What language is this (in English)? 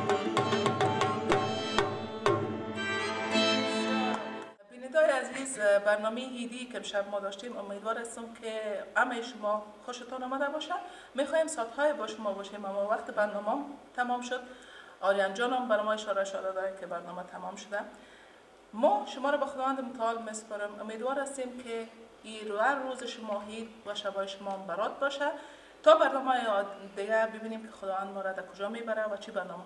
Persian